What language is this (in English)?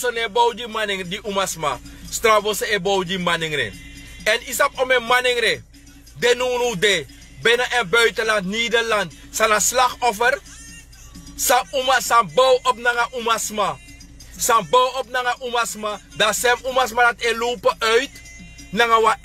Sranan Tongo